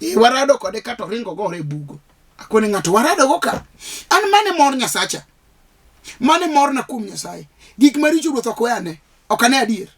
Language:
Luo (Kenya and Tanzania)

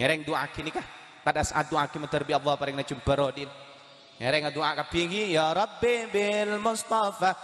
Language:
Madurese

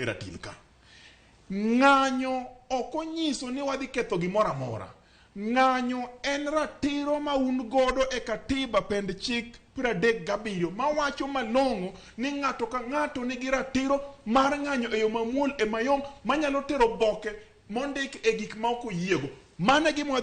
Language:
Luo (Kenya and Tanzania)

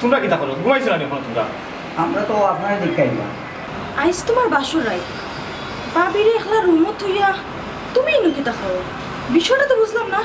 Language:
Sylheti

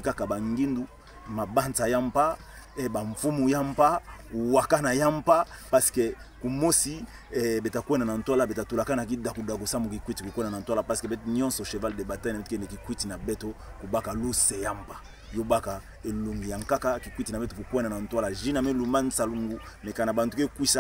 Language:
Kituba (Democratic Republic of Congo)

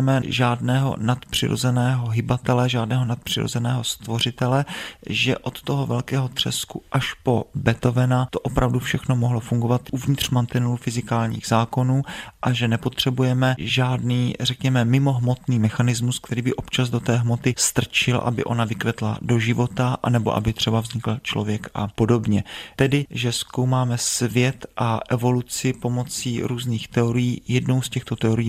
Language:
Czech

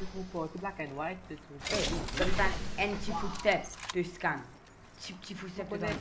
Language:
Morisyen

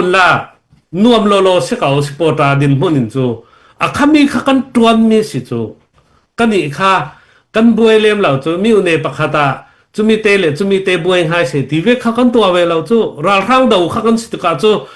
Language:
Hakha Chin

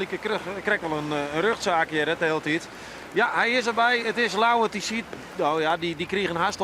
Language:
Western Frisian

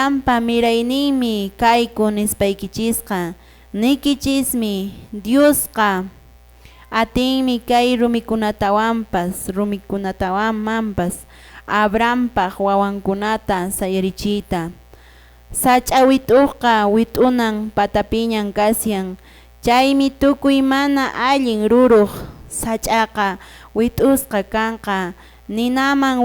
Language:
Quechua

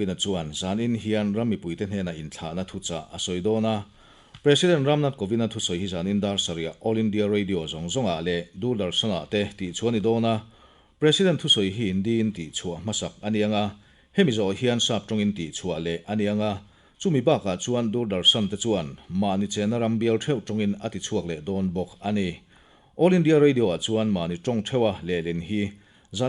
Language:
Mizo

